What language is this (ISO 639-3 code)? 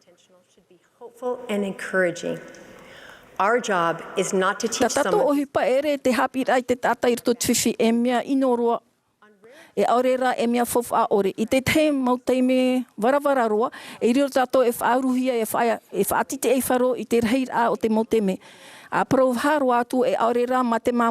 tah